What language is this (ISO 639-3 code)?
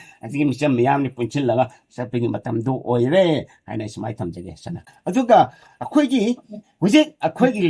mni